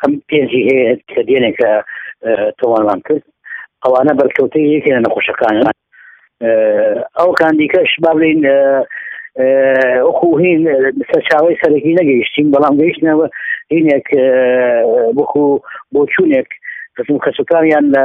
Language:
Central Kurdish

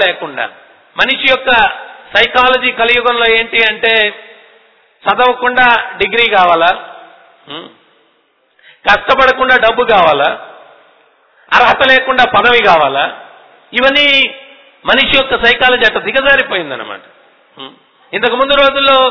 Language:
Telugu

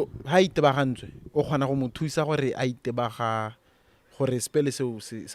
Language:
Tswana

